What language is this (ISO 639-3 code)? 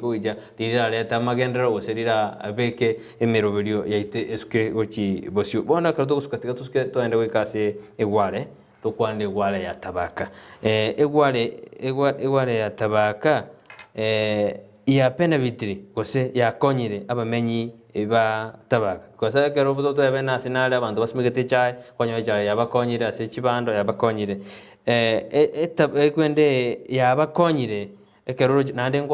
guz